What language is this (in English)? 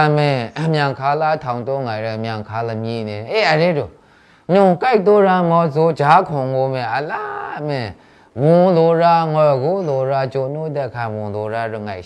Maru